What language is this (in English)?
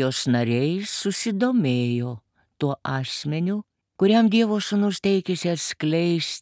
Lithuanian